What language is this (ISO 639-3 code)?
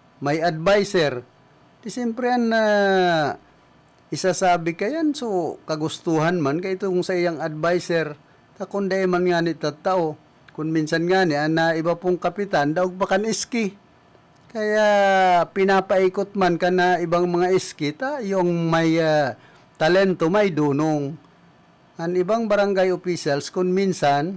bik